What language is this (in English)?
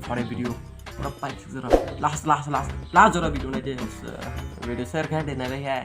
Kok Borok